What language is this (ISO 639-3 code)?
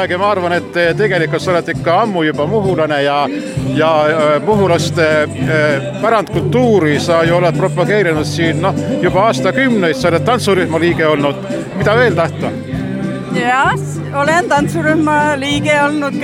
est